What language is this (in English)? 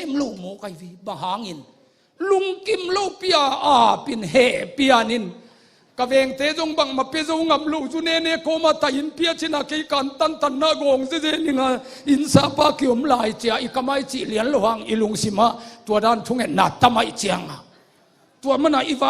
Tedim Chin